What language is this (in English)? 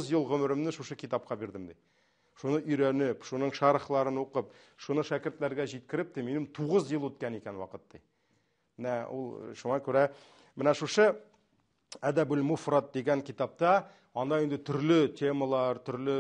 Tatar